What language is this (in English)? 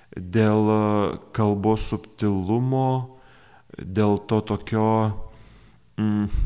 Lithuanian